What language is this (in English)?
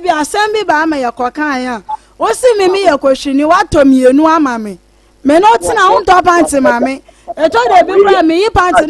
Akan